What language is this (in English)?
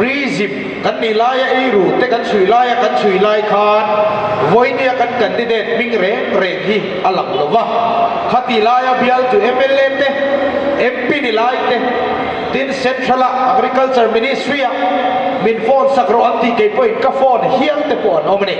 Mizo